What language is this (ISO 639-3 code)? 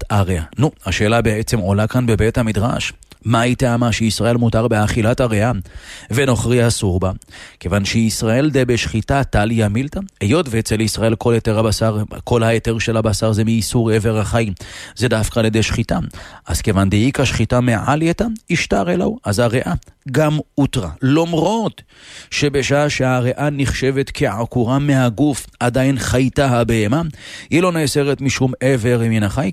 heb